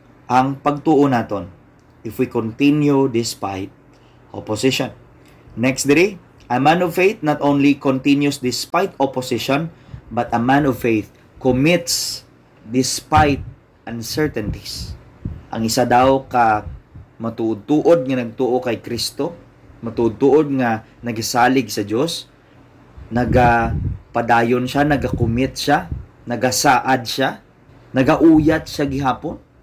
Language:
Hiligaynon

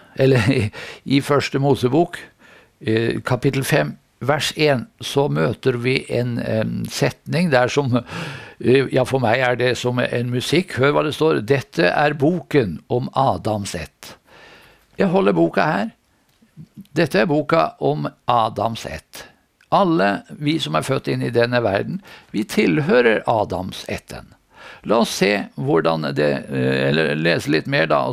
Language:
Norwegian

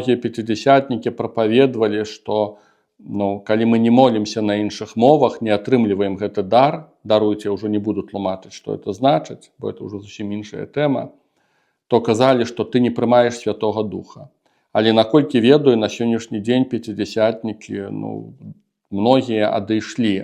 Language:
Belarusian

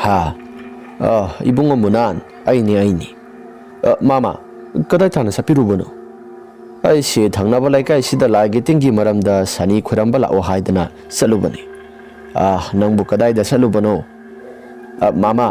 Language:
Manipuri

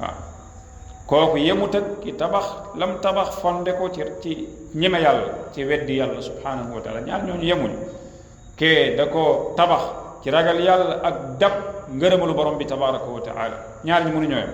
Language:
Wolof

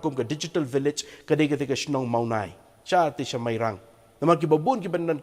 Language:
Khasi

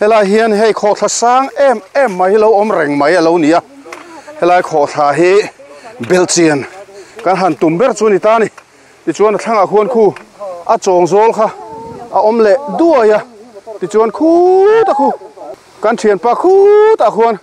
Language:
Mizo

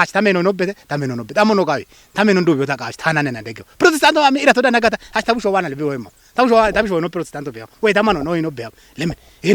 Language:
Kafa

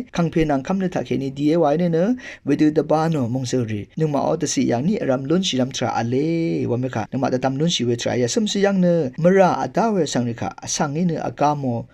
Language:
Rawang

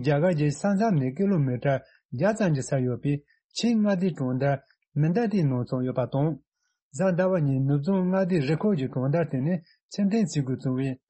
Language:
Tibetan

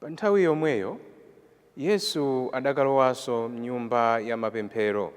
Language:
Nyanja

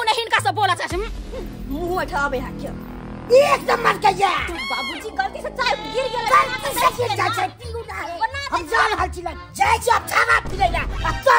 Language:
Maithili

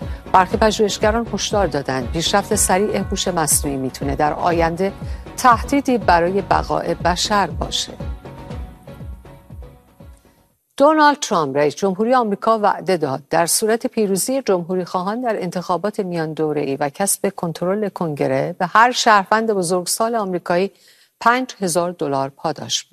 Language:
Persian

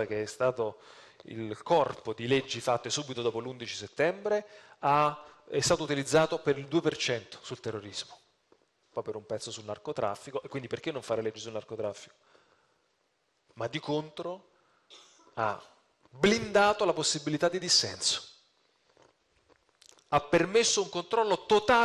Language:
Italian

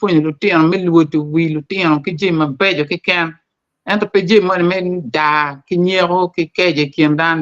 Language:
Acoli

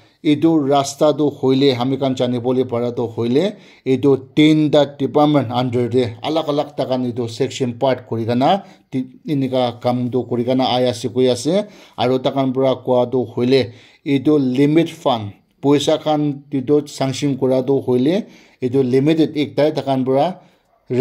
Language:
Naga Pidgin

